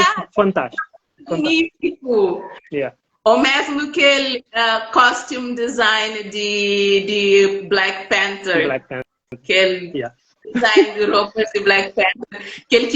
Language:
Kabuverdianu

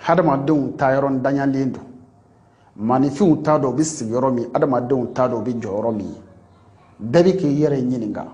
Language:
Bambara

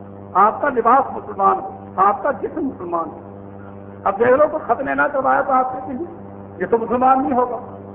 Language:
Urdu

